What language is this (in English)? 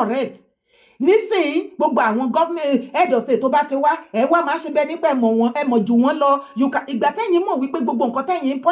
Yoruba